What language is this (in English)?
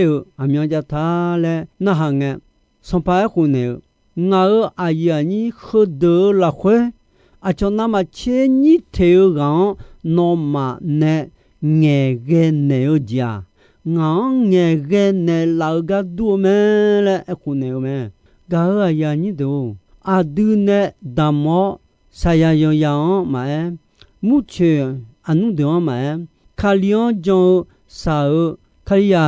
Akha